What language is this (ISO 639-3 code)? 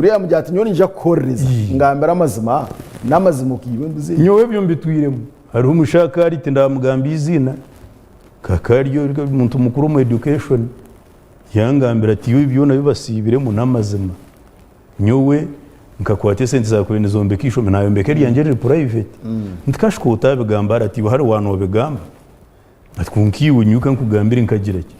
nyn